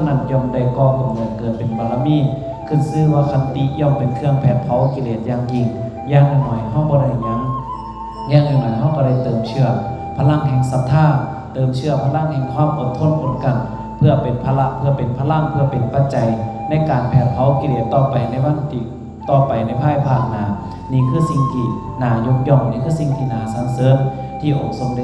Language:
Northeastern Thai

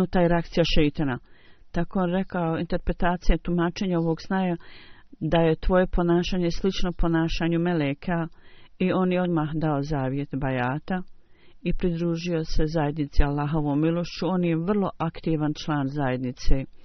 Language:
Bosnian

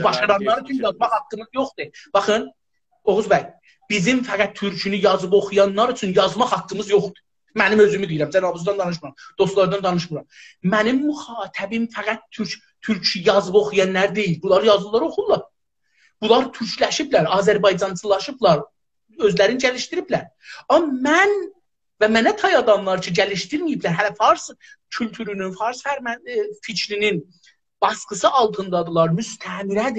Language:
South Azerbaijani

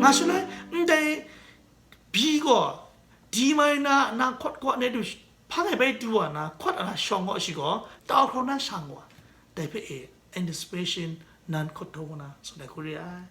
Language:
Kachin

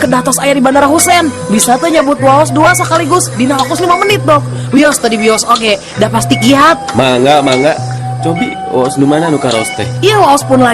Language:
Sundanese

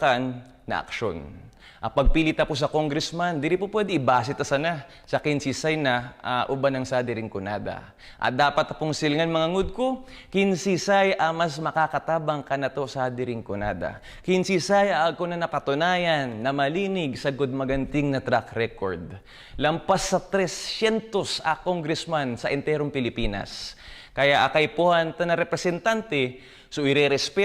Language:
Bikol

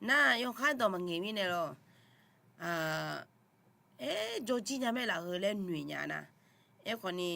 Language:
Akha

